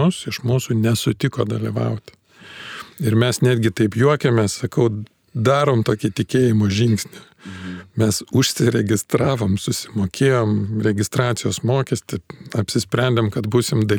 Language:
Lithuanian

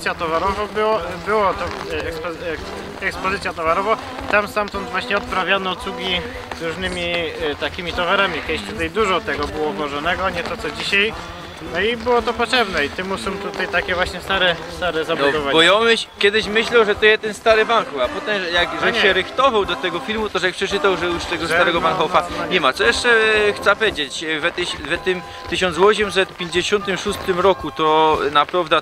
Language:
Silesian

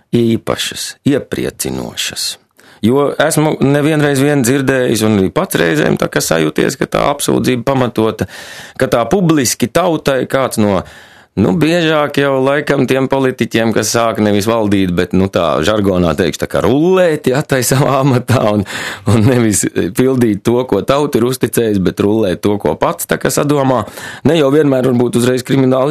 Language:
Latvian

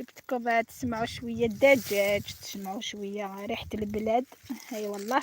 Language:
Algerian Arabic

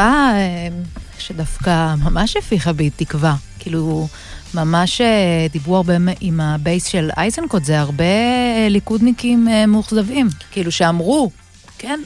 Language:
Hebrew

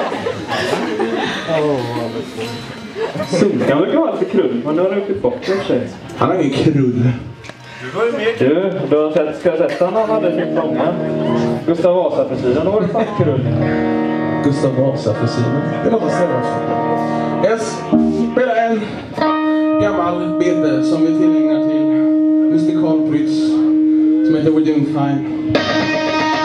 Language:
Swedish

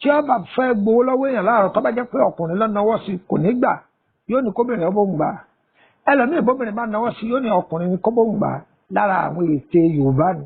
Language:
Yoruba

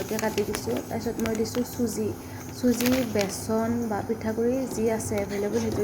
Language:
Assamese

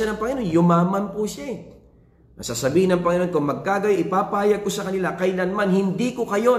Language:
Filipino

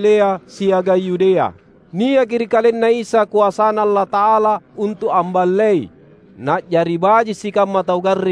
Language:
Makasar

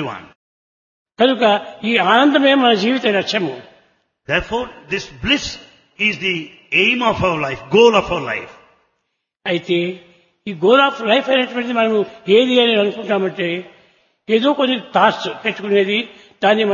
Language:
Telugu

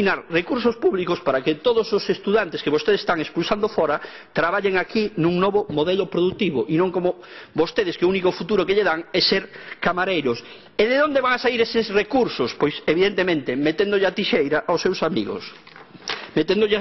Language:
Galician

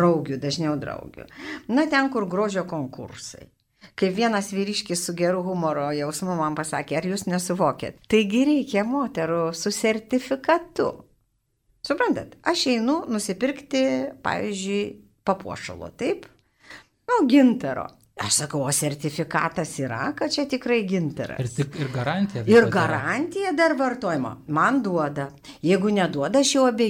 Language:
Lithuanian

